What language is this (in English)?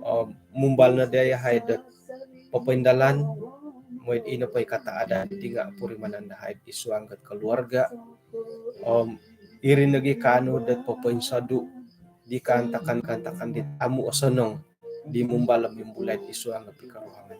Central Dusun